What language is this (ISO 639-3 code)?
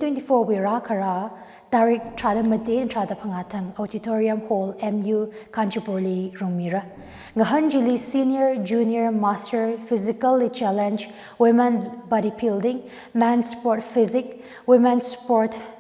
nmf